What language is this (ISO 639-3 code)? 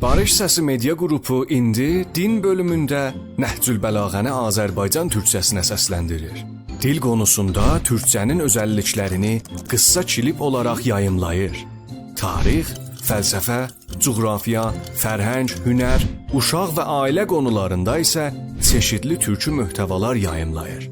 azb